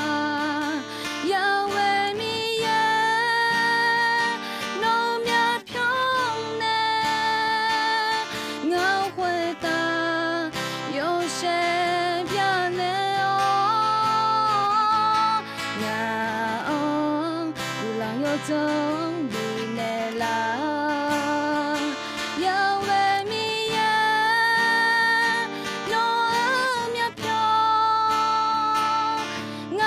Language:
Akha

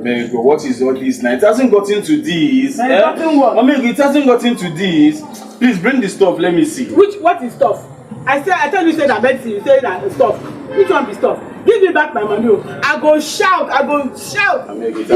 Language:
Nigerian Pidgin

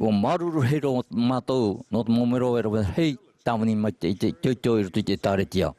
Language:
Tahitian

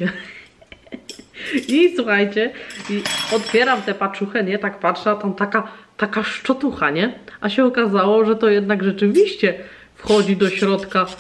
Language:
Polish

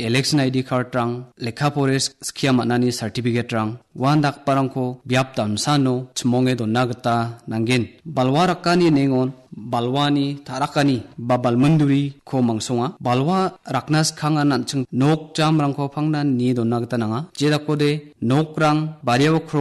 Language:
Garo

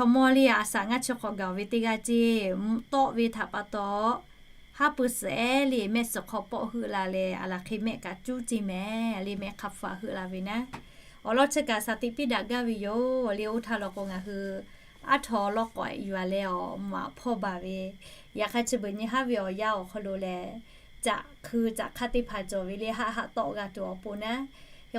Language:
Lahu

